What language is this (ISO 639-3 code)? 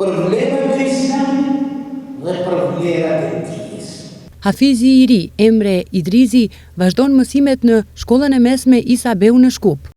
sqi